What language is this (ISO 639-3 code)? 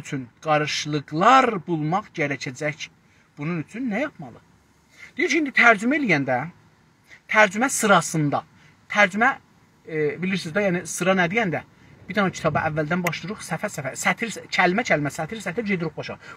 azb